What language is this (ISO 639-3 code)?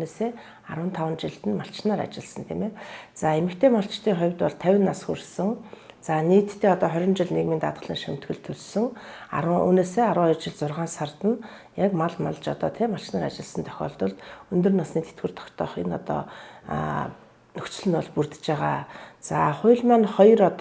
mon